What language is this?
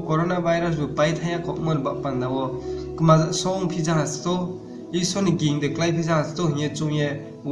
Riang (India)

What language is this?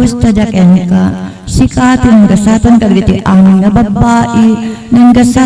Iloko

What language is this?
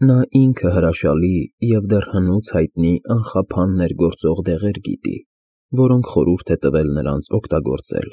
Armenian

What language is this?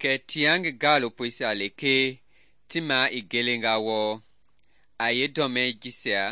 Mende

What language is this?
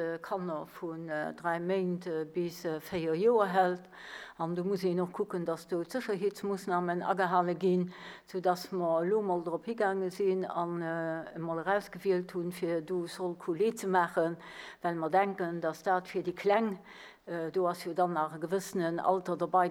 Luxembourgish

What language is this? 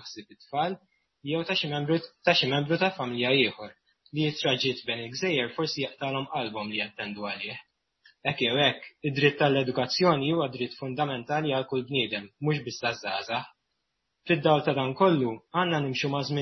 Maltese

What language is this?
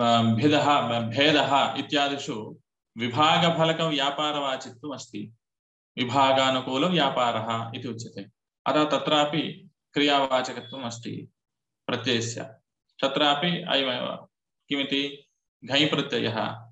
Sanskrit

